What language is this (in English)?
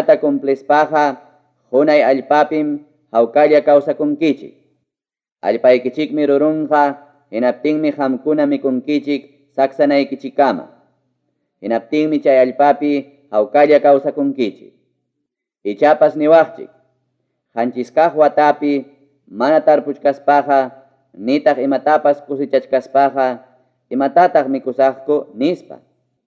Ayacucho Quechua